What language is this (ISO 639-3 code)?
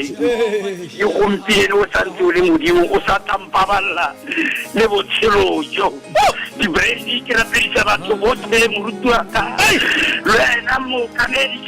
tsn